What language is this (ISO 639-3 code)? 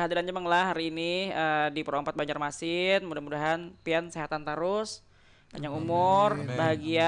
bjn